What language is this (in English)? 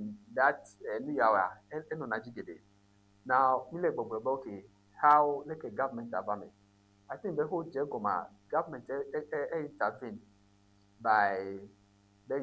Ewe